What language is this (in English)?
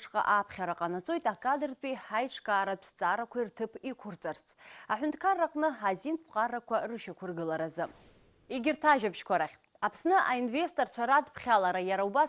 Abkhazian